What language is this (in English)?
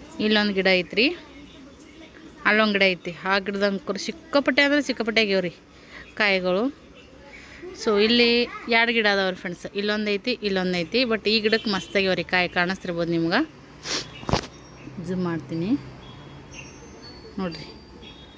Kannada